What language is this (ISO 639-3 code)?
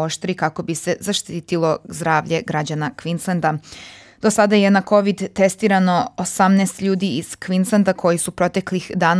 srp